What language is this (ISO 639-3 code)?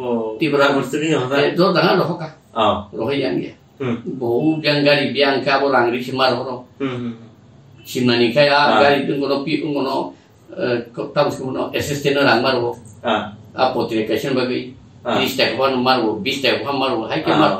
trp